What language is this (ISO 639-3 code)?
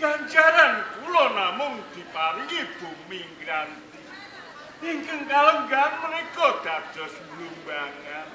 jav